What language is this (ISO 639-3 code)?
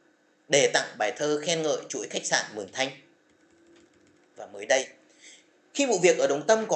vie